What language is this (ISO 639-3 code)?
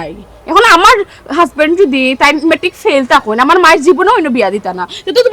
syl